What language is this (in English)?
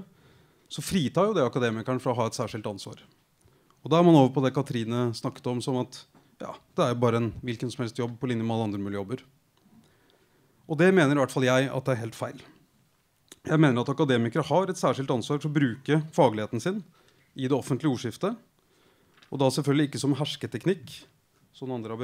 Norwegian